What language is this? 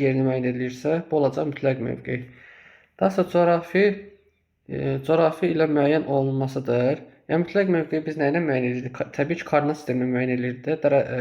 Azerbaijani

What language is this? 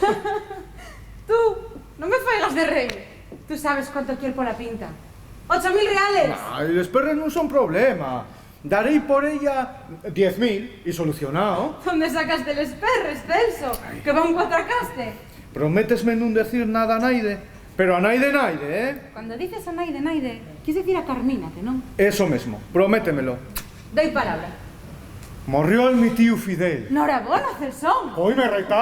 Asturian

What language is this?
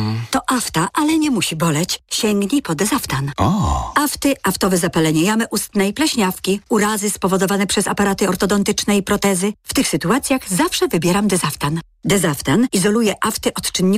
Polish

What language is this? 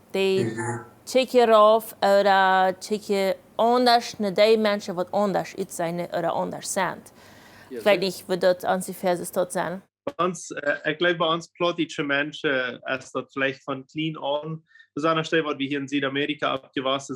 Plautdietsch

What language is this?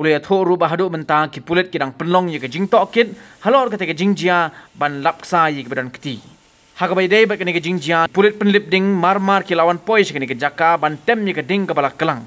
Khasi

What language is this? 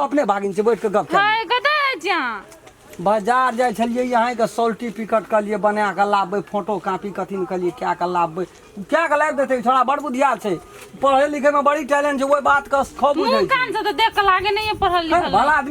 Maithili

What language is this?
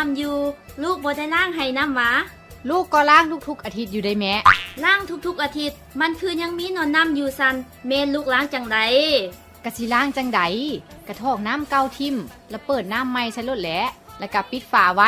Lao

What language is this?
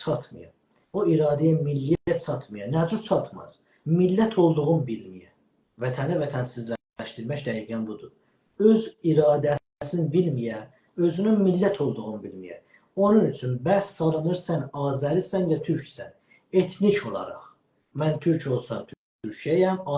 South Azerbaijani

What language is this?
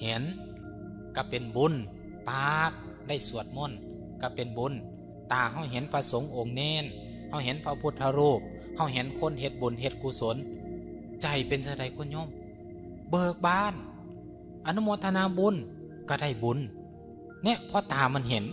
Northeastern Thai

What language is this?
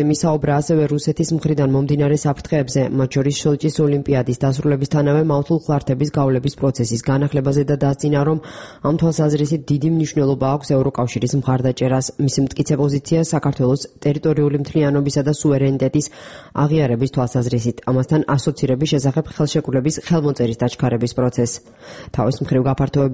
Georgian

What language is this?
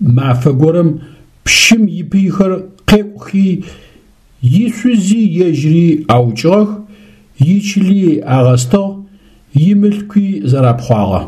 Adyghe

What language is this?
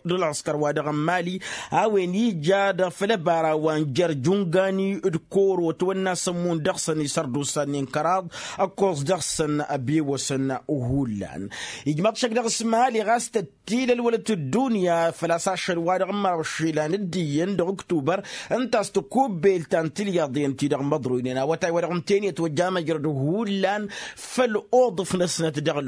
Tamasheq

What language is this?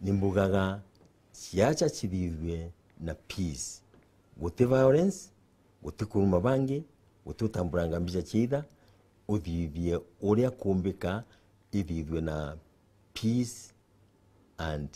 Meru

